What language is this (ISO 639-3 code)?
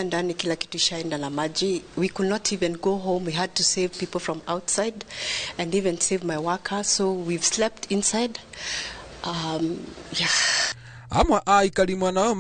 kik